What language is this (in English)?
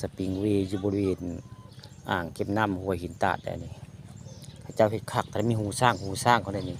Northeastern Thai